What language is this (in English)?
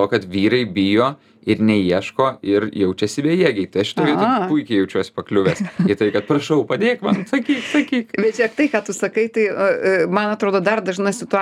Lithuanian